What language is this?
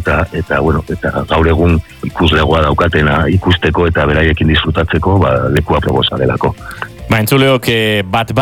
Basque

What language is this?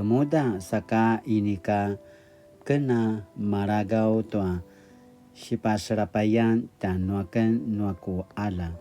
Paiwan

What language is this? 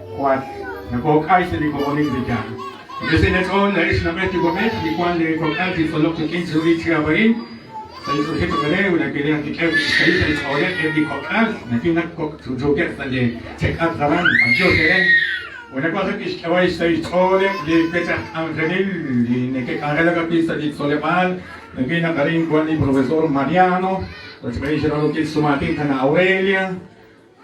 Kekchí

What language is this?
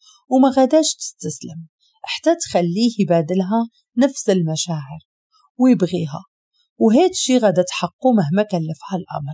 Moroccan Arabic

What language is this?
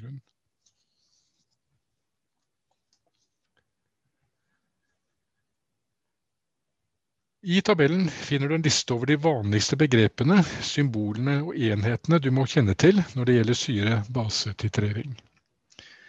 Norwegian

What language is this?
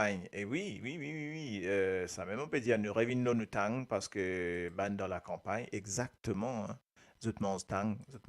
Morisyen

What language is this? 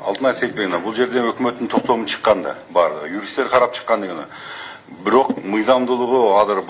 Kyrgyz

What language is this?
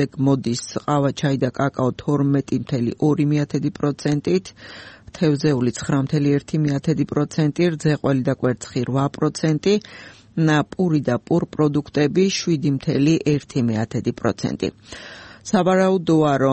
Georgian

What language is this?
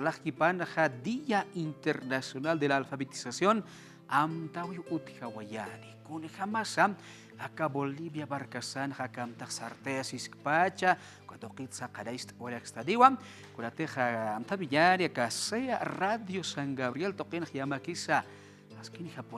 Aymara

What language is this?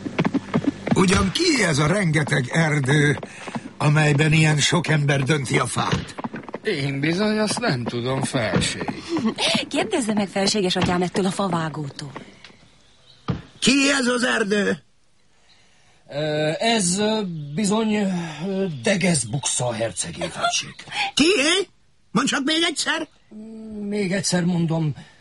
Hungarian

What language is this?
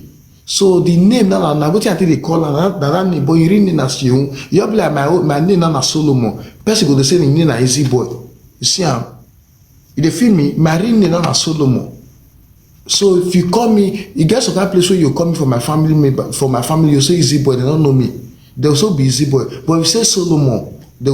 Nigerian Pidgin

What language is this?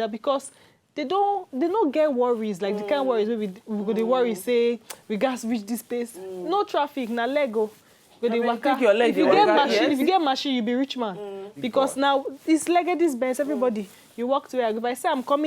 Nigerian Pidgin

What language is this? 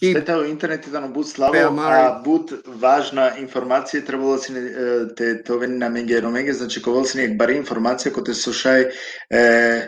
Balkan Romani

